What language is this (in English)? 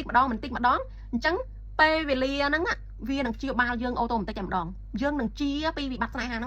Khmer